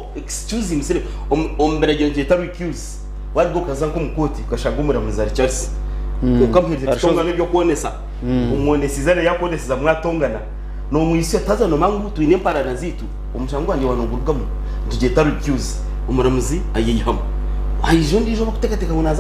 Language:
Nyankole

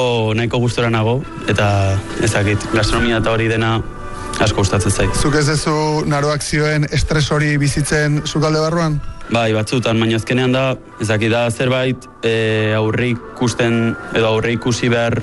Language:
Basque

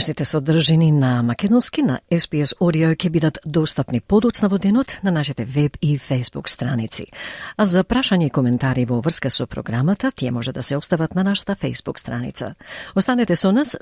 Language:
Macedonian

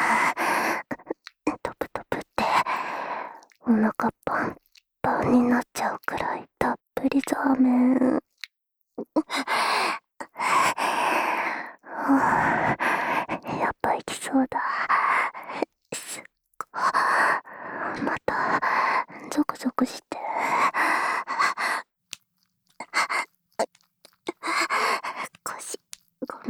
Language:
Japanese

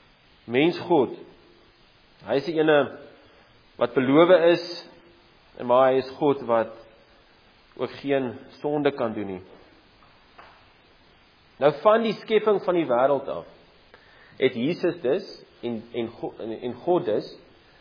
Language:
Afrikaans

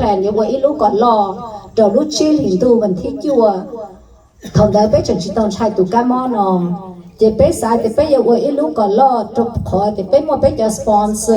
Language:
Hmong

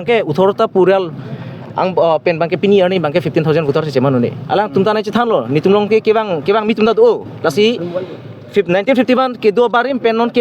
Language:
Karbi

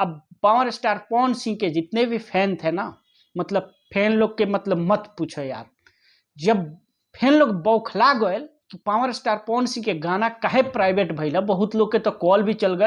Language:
Bhojpuri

